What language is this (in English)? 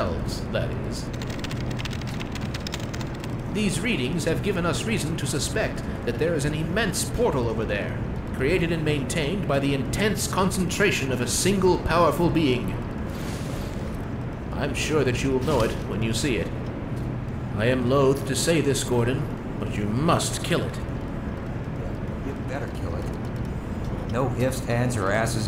English